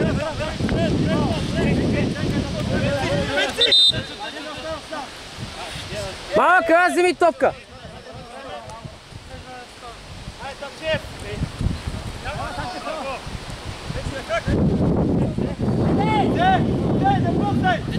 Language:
Bulgarian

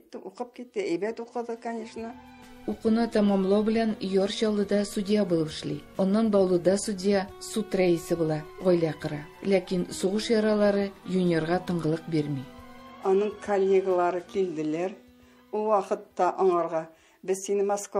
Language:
Tatar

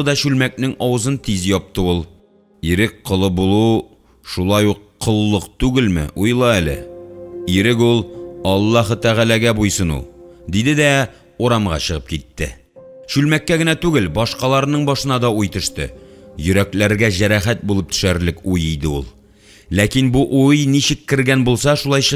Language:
Tatar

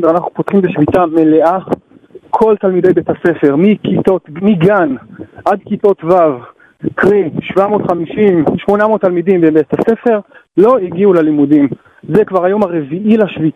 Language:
Hebrew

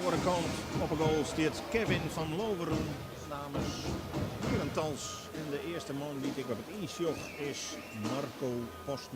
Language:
Western Frisian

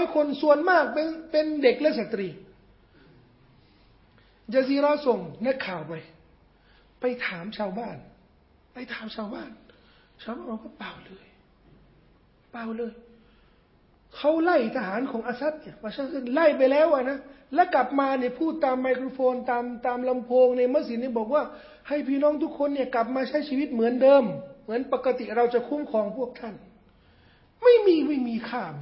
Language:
Thai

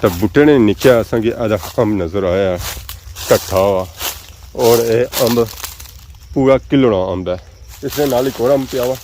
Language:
Pahari-Potwari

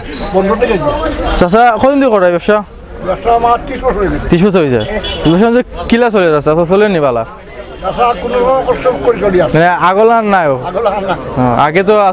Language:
Sylheti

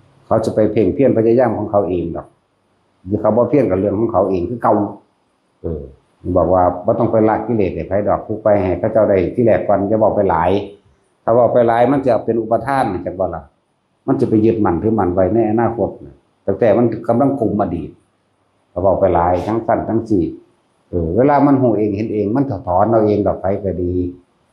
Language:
Northeastern Thai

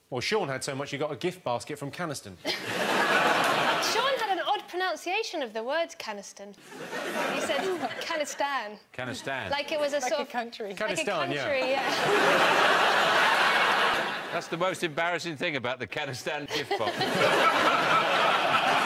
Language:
English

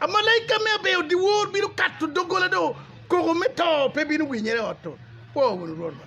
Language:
Acoli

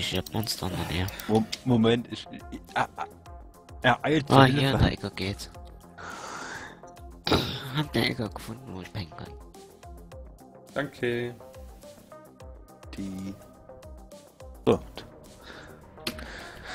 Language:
German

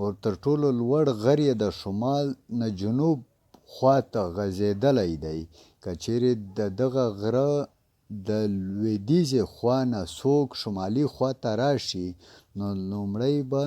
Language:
Pashto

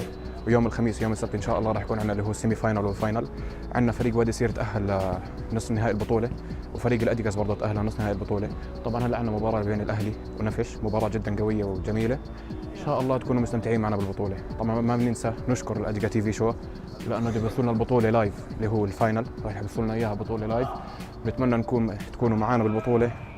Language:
North Levantine Arabic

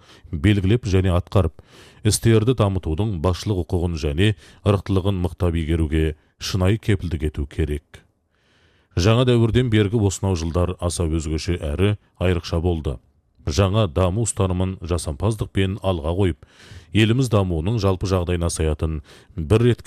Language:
Kazakh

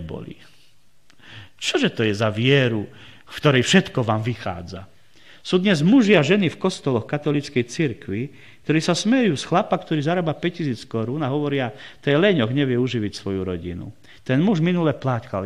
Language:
Slovak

